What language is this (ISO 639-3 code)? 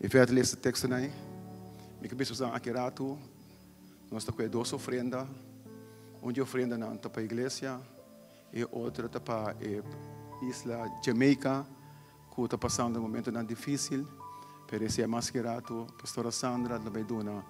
pap